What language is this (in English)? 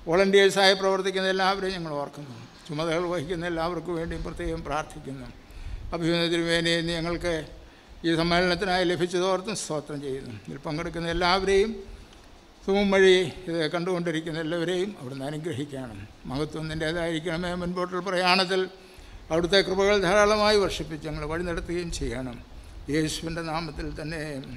Malayalam